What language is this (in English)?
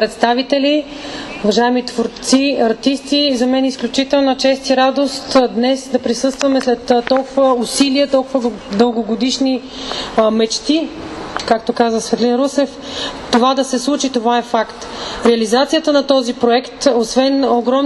Bulgarian